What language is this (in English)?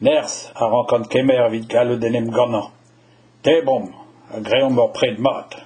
Breton